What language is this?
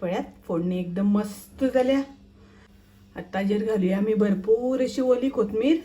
Konkani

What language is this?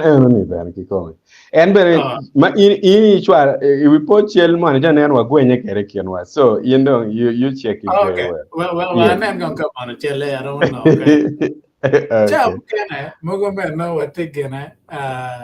Acoli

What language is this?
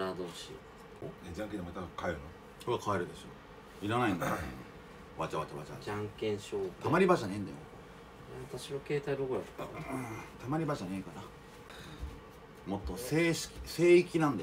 Japanese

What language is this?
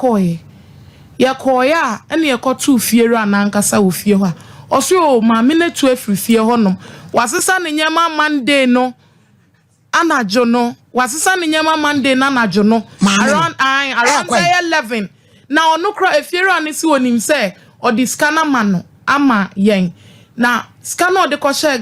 Akan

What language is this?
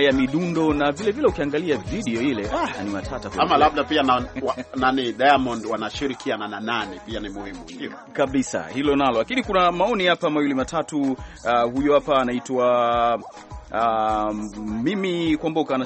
Swahili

